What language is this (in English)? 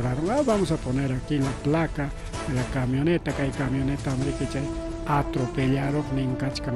Ayacucho Quechua